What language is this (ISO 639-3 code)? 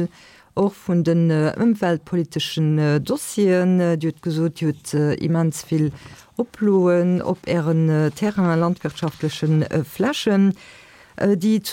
ltz